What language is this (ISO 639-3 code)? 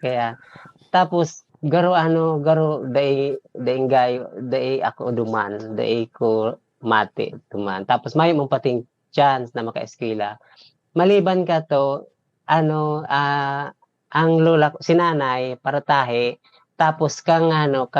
bik